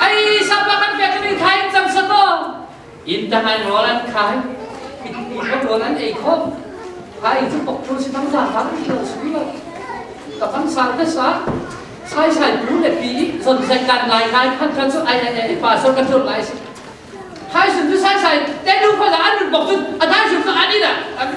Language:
Falam Chin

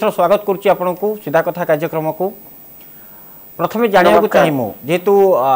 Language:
Odia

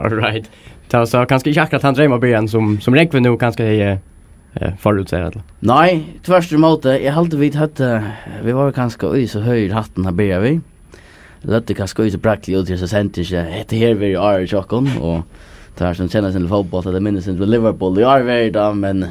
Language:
Faroese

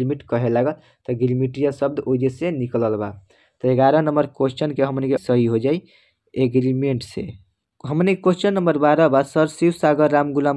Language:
Bhojpuri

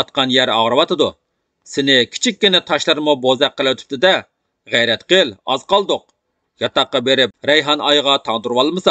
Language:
Uyghur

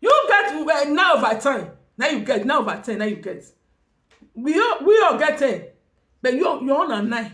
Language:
Nigerian Pidgin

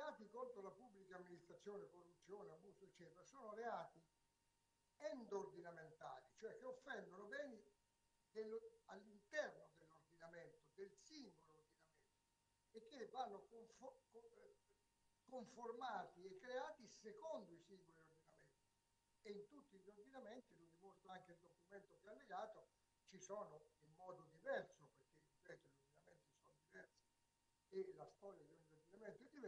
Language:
Italian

